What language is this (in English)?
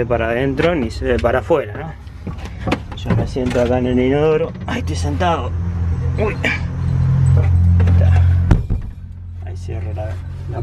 Spanish